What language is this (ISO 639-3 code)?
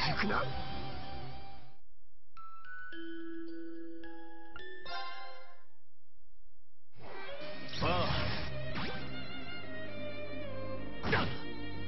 jpn